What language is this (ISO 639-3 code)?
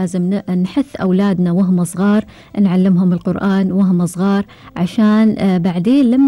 afb